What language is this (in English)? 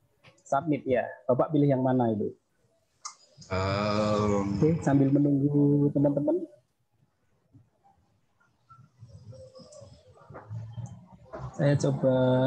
Indonesian